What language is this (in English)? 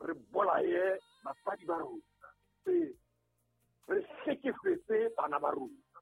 Southern Sotho